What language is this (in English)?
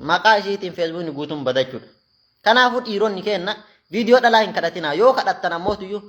Oromo